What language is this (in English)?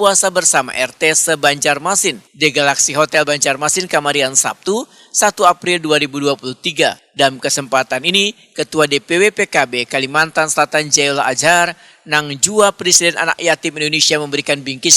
Banjar